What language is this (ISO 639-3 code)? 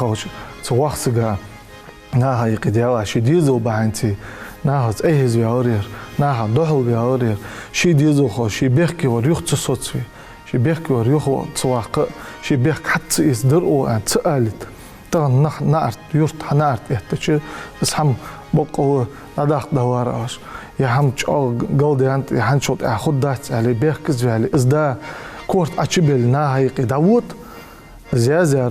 inh